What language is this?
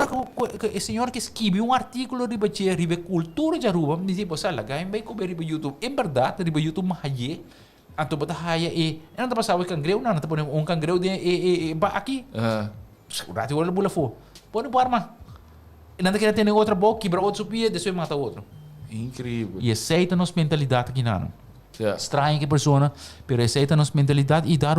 Papiamento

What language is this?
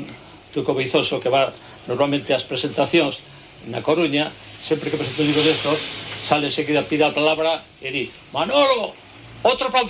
Galician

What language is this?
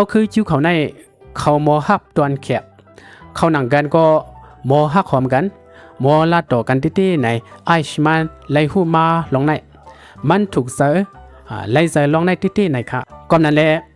Shan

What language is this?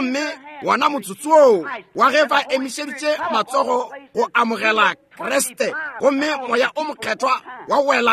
Northern Sotho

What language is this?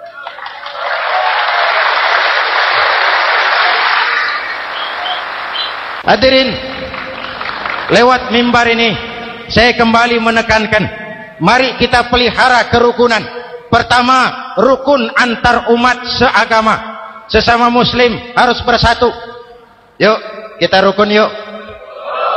Indonesian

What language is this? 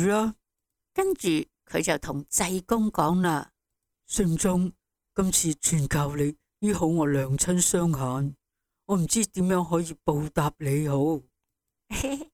Cantonese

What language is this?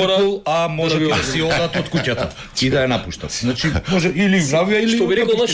Macedonian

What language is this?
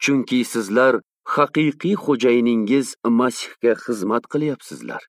Uzbek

